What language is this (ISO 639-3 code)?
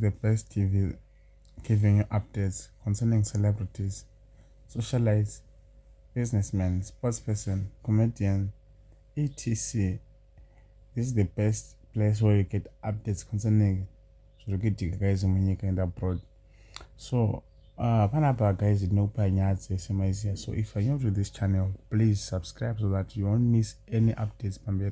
sna